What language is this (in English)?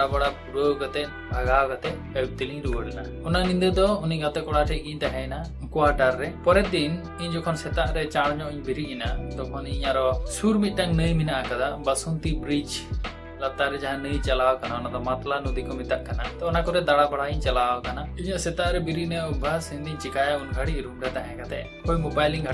Santali